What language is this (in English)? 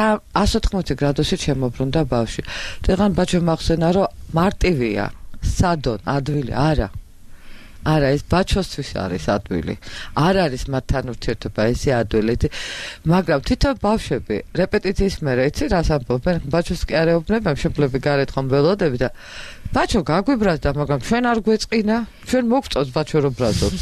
Georgian